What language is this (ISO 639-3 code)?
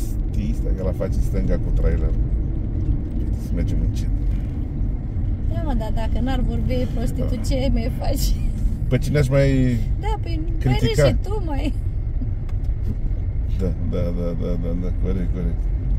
ron